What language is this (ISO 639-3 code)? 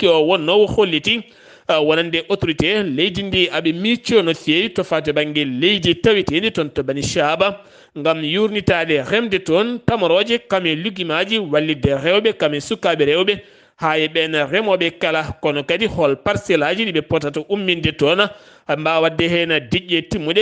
ful